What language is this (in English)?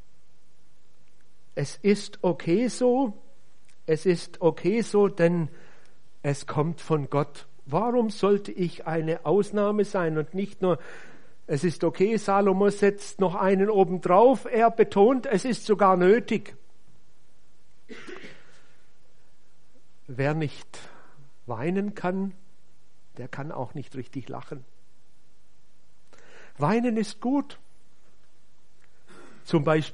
German